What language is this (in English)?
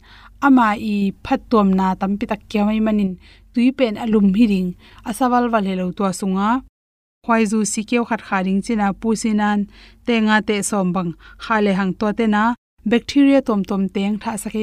Tedim Chin